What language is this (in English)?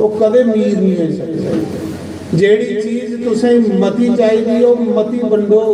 Dogri